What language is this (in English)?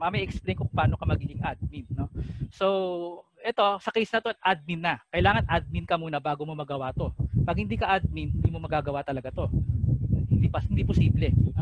Filipino